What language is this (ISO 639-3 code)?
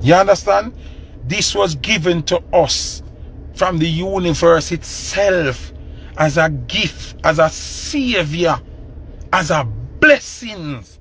jam